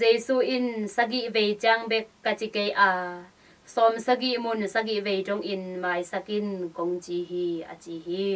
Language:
Tedim Chin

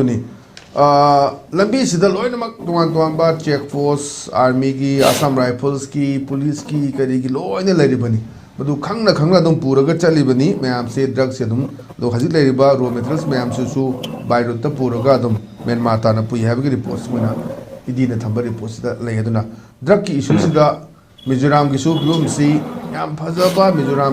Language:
Manipuri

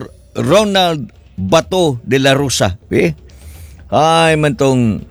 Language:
Cebuano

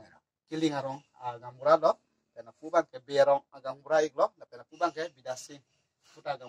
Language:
Karbi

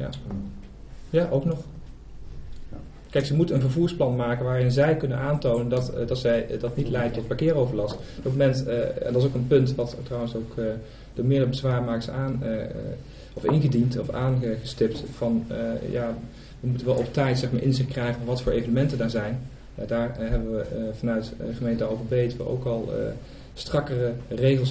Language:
Dutch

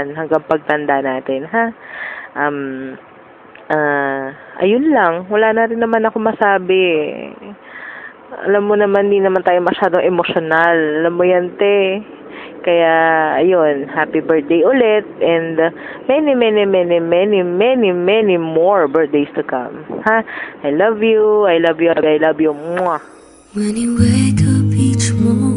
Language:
Filipino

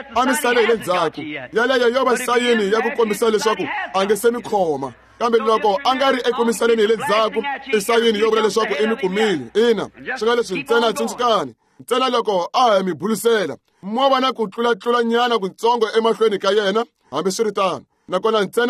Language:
Tsonga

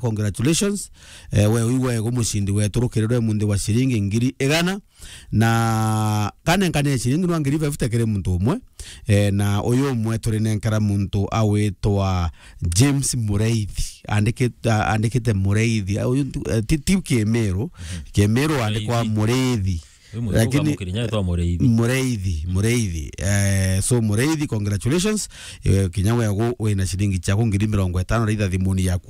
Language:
Meru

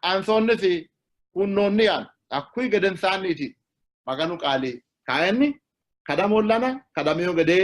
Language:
Sidamo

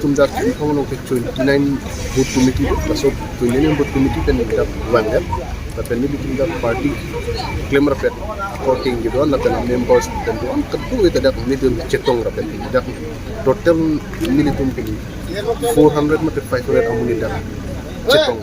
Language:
Karbi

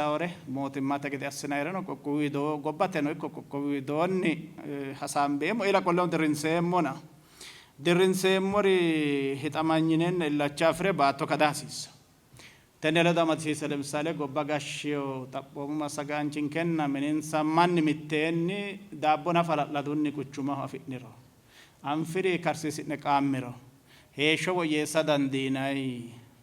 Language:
Sidamo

